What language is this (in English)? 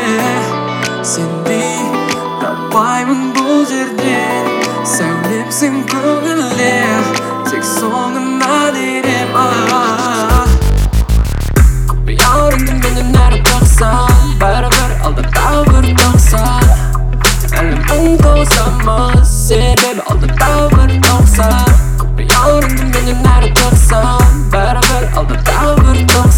Kazakh